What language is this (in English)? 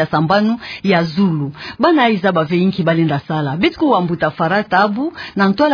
Kituba (Democratic Republic of Congo)